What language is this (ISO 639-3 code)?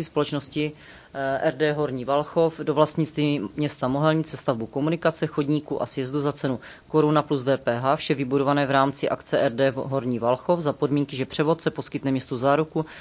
ces